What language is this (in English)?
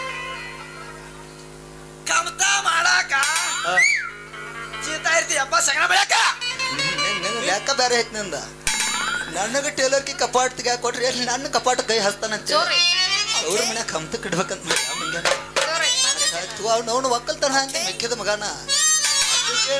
Kannada